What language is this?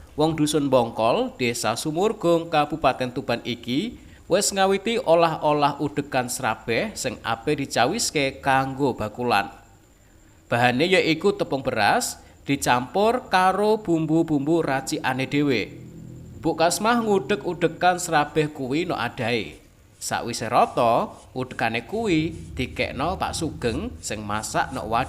Javanese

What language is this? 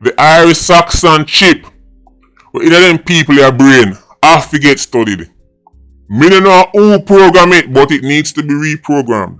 Jamaican Creole English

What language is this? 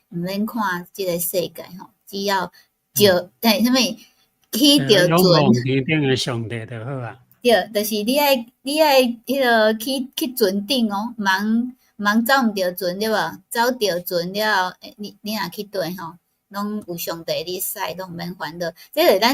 Min Nan Chinese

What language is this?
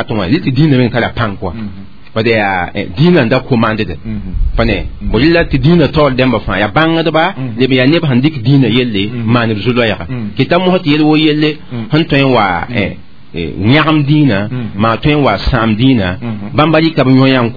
Mossi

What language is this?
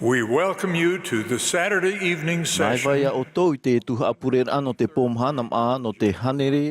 Tahitian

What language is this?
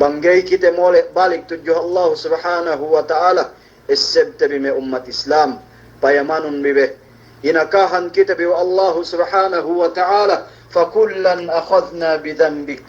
Yakan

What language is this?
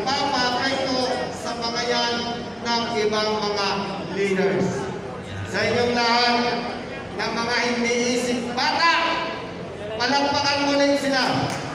Filipino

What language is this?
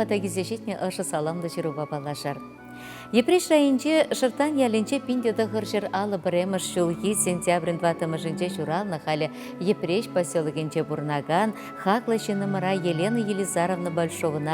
Chuvash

